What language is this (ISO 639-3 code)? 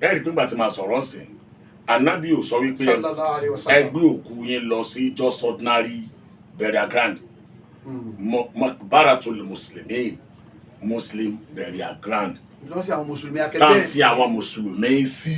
yor